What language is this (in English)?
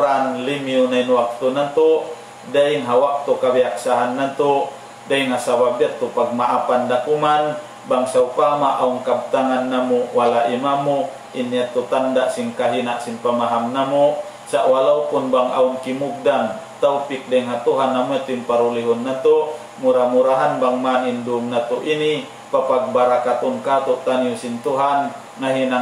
Tausug